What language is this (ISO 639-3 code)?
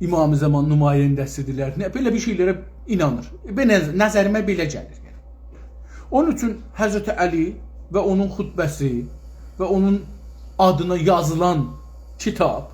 azb